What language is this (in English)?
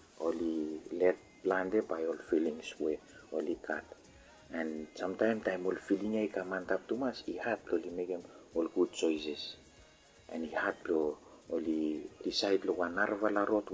Bislama